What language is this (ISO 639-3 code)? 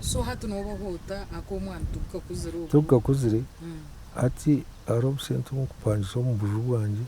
nyn